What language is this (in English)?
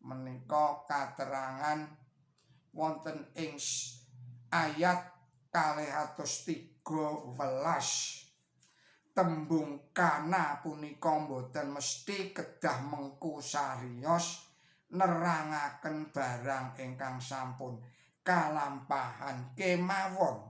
Javanese